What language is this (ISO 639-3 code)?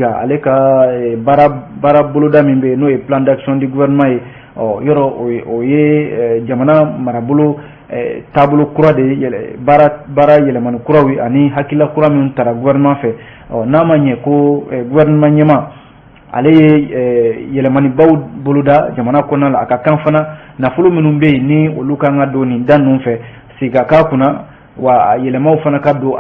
bam